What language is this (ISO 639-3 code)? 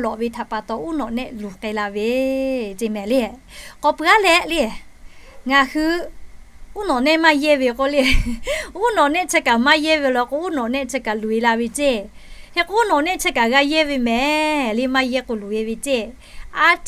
lhu